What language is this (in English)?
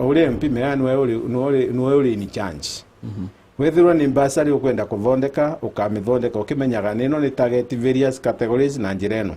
Meru